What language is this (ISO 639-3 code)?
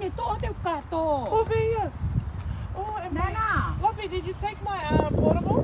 ton